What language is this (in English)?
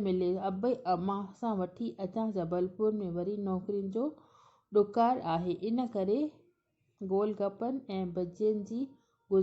Sindhi